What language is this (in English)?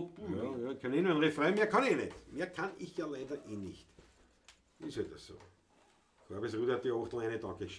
Bavarian